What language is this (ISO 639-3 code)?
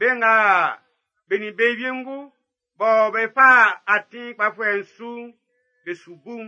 bci